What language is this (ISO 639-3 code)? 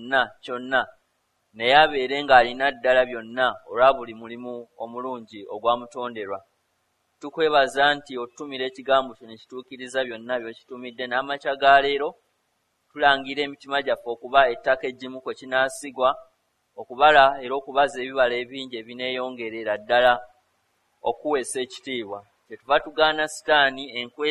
lug